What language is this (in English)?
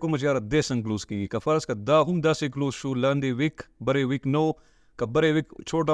Pashto